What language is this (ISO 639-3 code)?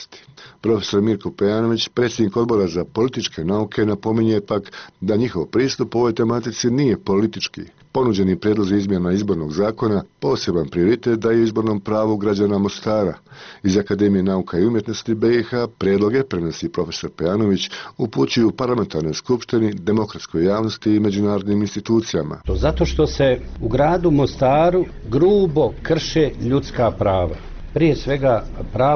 bos